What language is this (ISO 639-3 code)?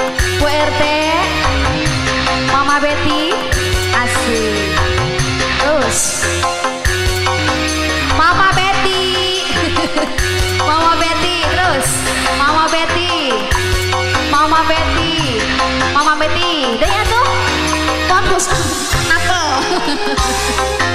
ind